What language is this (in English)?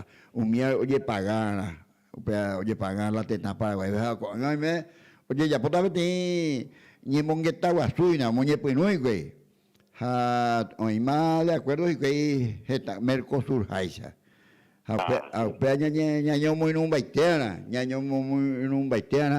Guarani